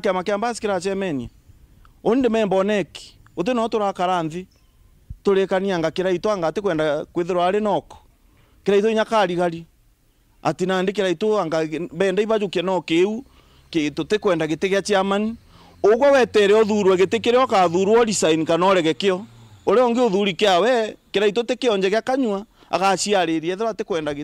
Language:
Meru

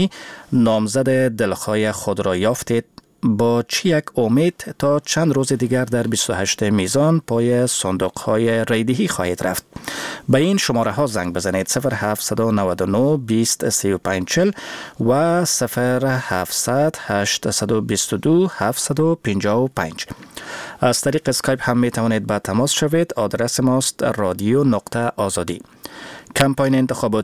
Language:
Persian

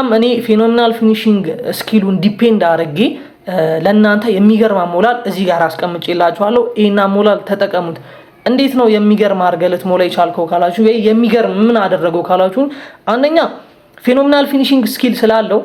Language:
Amharic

